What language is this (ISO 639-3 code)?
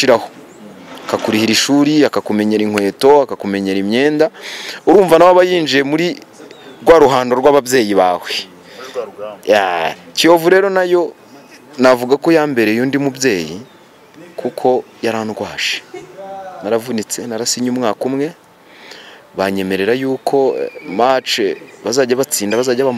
kin